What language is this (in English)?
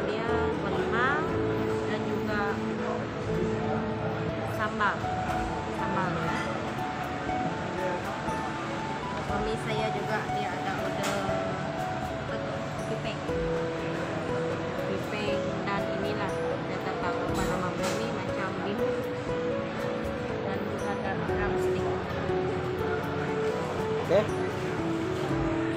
Malay